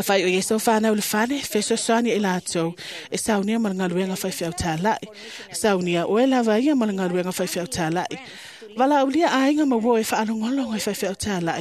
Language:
Samoan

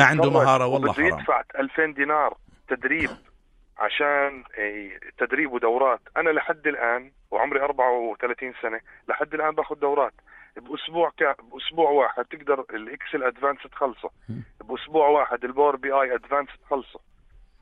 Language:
North Levantine Arabic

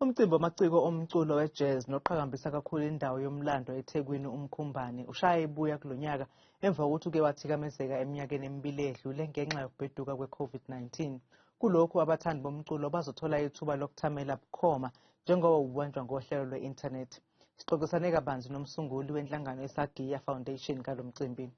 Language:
Zulu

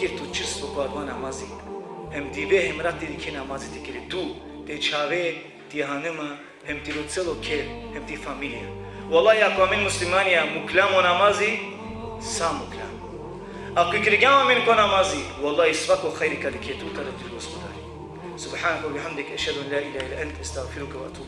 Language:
Balkan Romani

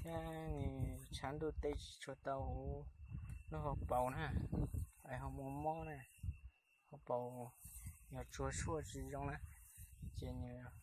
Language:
Hmong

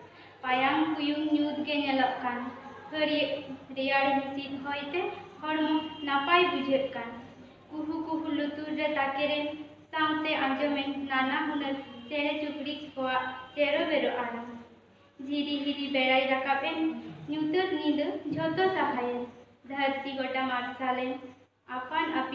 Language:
Santali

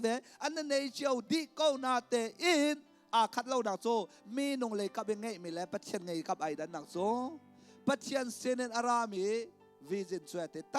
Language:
Hakha Chin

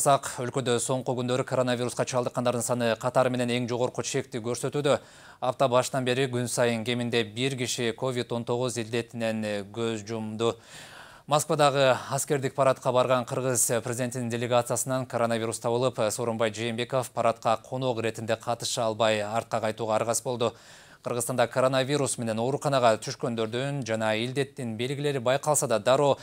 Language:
Kyrgyz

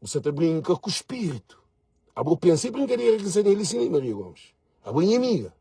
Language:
Kabuverdianu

